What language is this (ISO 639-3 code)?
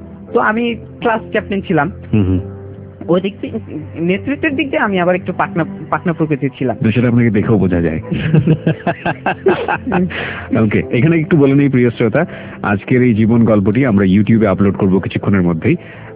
ben